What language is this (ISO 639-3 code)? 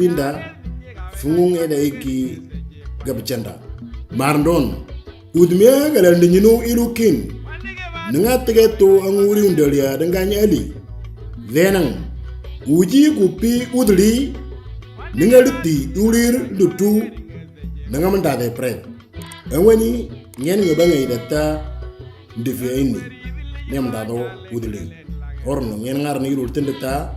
mor